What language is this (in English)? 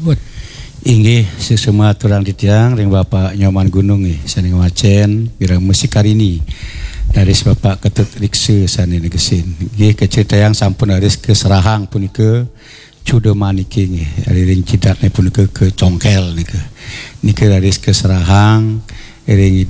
Balinese